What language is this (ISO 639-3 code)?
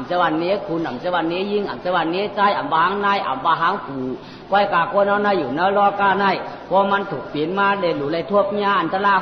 shn